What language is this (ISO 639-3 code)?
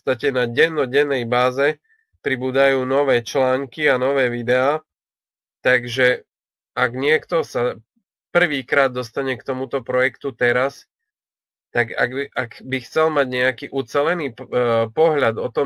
slk